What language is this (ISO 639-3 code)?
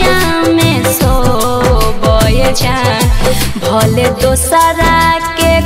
bho